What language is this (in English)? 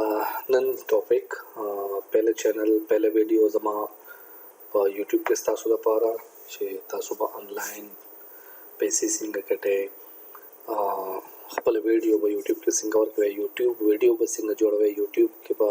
Pashto